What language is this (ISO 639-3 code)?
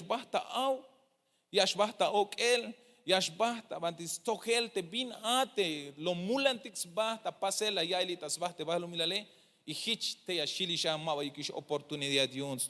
tzh